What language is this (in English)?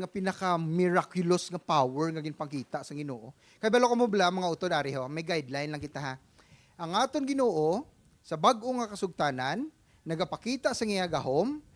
Hiligaynon